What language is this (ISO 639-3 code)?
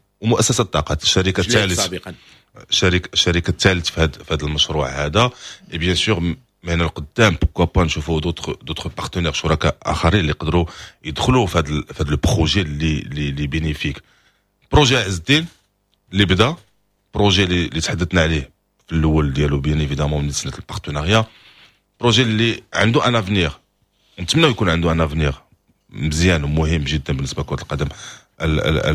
ary